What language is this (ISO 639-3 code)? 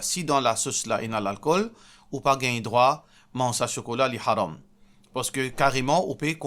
mfe